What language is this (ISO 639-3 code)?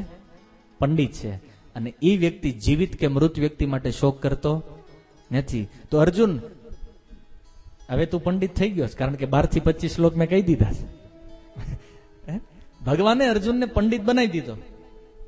guj